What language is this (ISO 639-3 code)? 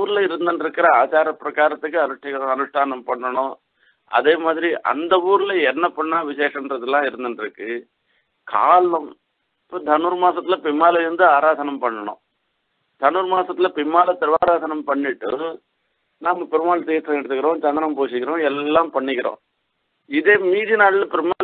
tam